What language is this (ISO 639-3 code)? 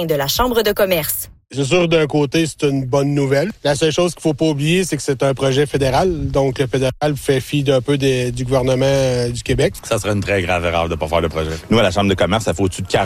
fra